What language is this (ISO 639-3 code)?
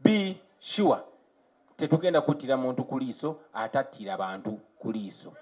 lug